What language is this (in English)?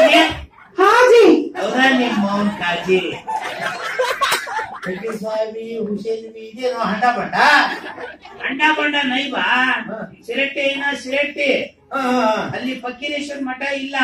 Kannada